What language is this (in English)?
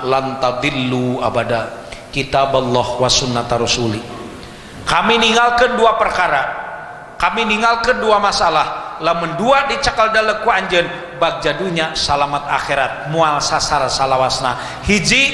Sundanese